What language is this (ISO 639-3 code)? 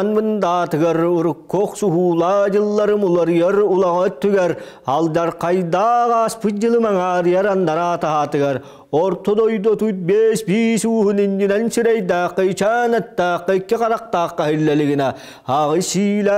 sah